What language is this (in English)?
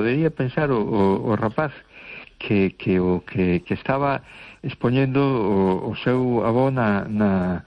Galician